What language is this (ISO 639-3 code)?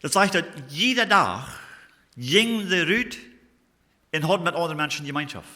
pdt